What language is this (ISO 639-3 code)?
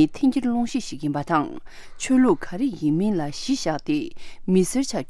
bod